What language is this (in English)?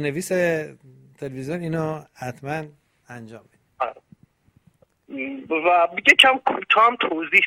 Persian